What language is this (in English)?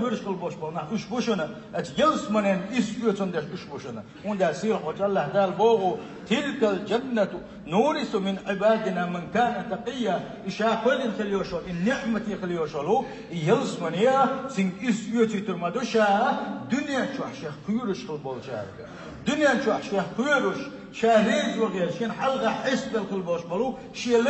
Chechen